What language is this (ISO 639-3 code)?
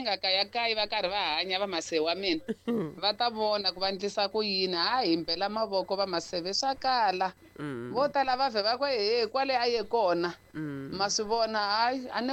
tso